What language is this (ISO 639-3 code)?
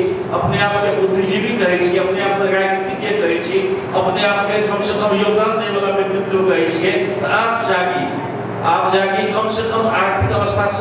mai